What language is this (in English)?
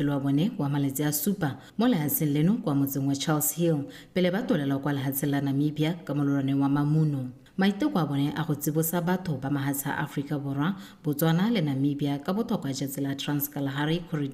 Tswana